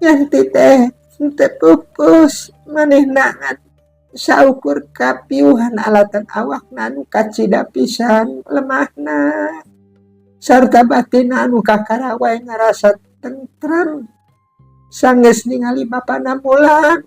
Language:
Sundanese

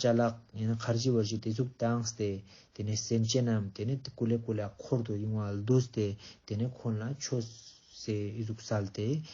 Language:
Ladakhi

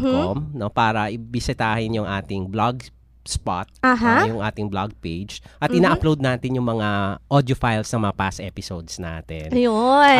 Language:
Filipino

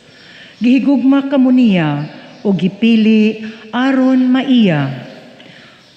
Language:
Cebuano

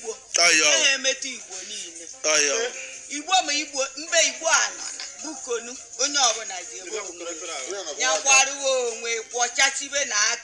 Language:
Igbo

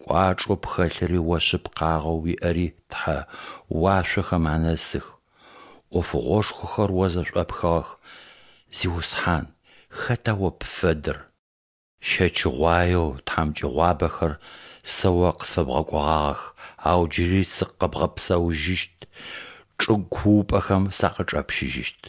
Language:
Adyghe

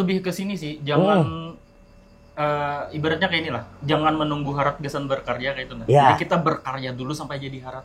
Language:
Banjar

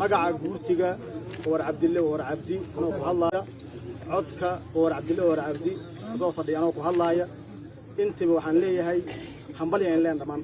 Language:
Somali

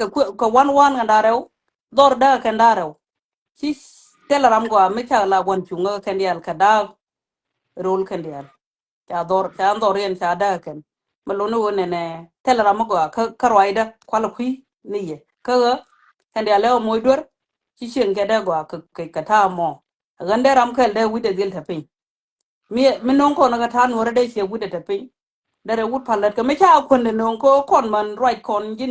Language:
Nuer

